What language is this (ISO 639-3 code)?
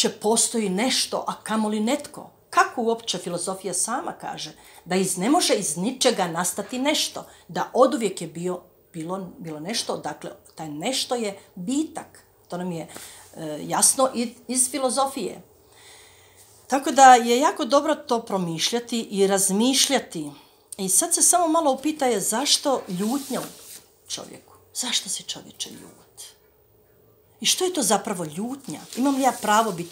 hrv